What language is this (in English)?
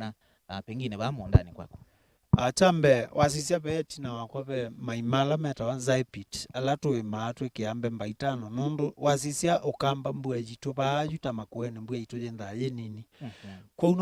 Kamba